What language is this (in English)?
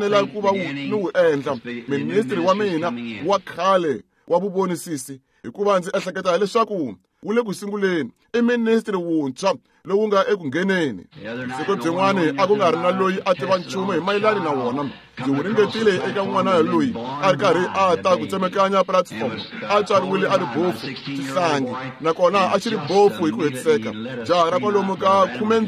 Tsonga